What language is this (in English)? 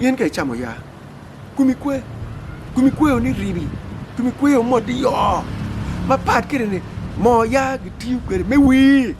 Acoli